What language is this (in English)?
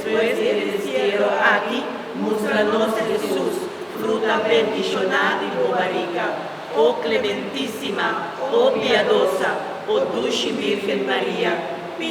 Papiamento